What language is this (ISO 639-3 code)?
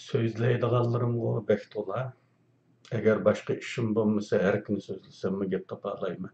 uig